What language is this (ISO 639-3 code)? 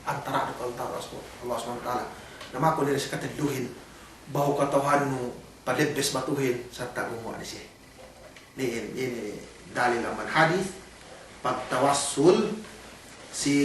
yka